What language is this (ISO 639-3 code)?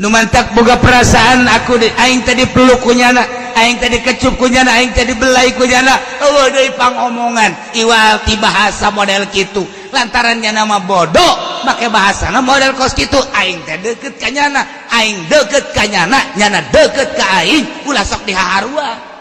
sun